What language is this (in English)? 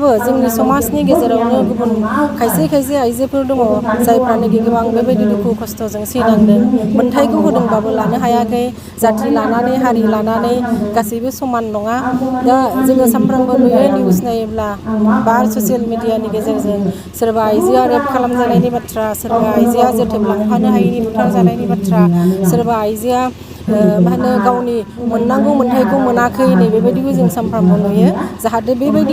Bodo